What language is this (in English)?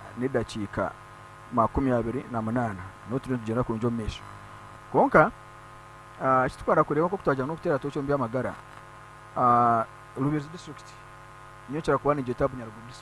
Nyankole